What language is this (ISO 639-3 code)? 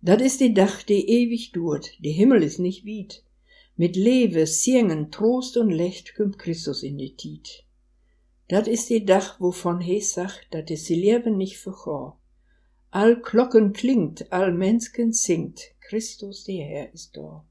wep